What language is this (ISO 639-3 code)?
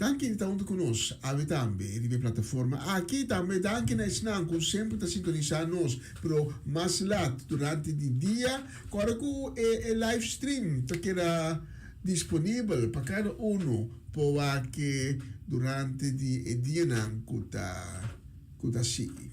pap